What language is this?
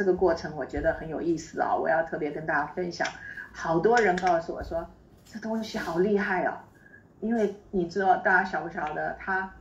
Chinese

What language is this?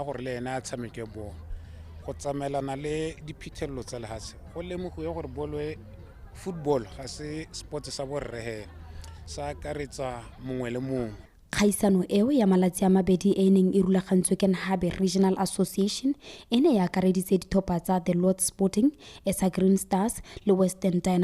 Tswana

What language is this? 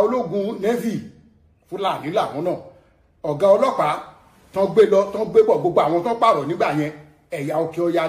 Yoruba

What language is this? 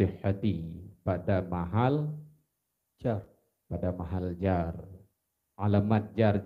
Achinese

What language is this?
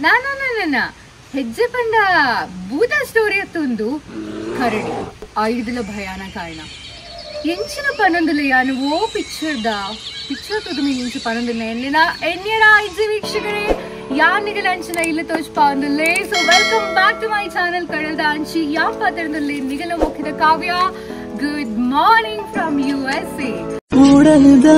Tulu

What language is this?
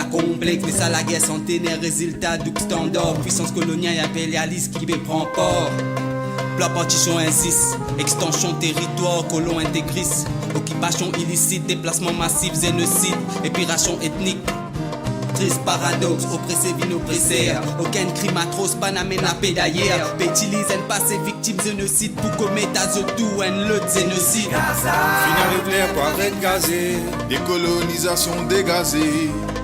Morisyen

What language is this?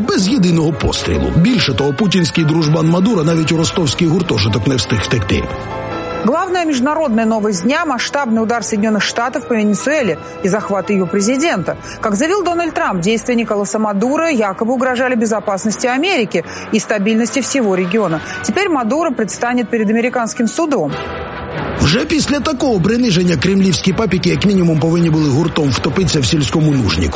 Ukrainian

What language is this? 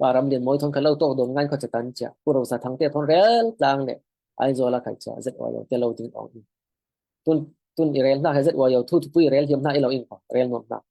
Falam Chin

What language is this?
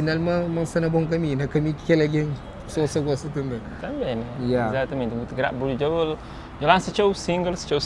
Kabuverdianu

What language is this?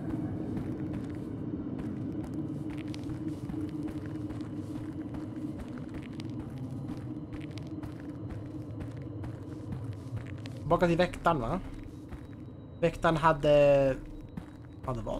Swedish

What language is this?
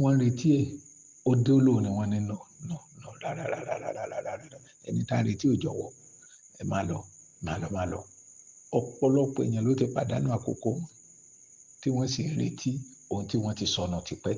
Yoruba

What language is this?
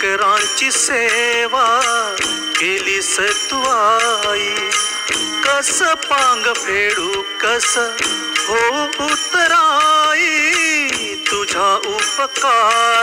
Marathi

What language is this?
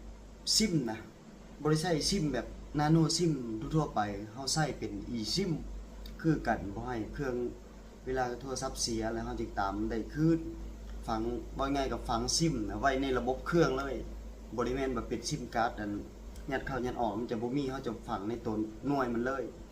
Lao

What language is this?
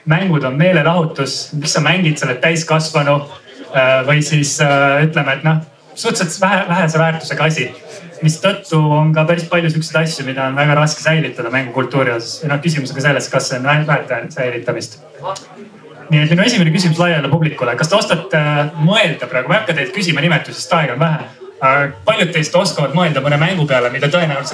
Estonian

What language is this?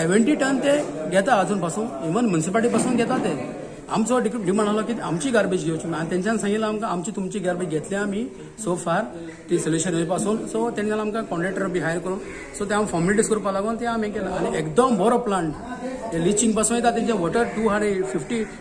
Konkani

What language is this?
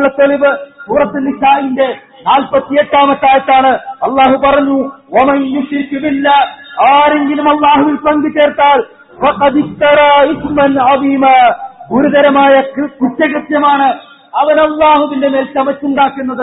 Malayalam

